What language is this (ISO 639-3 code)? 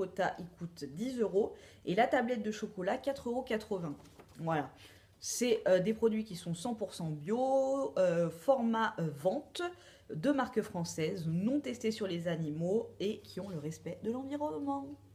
fra